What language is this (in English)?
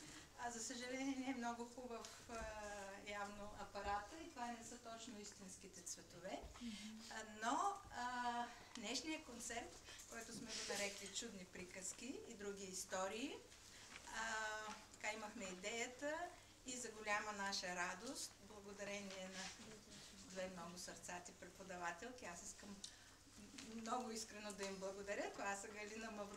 Bulgarian